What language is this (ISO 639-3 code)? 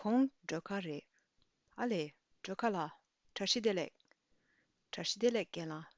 bod